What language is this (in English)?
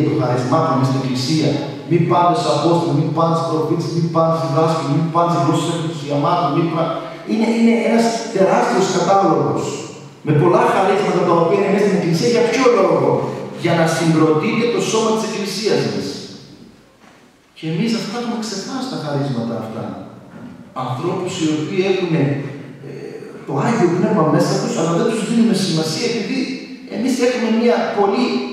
Greek